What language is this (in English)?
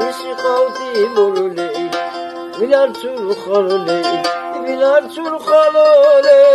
Lak